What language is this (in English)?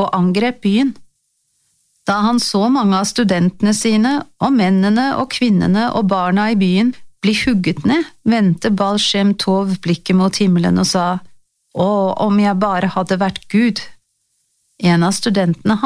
Norwegian